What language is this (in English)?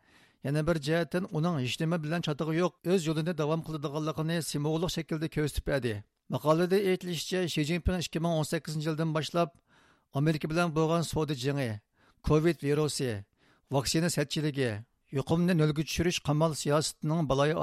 Uyghur